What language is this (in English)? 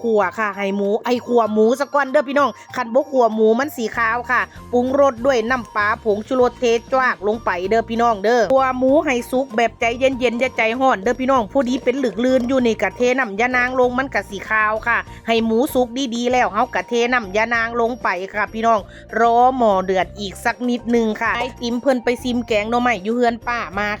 Northeastern Thai